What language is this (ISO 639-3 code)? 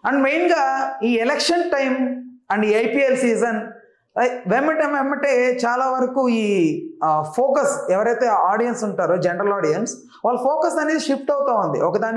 tel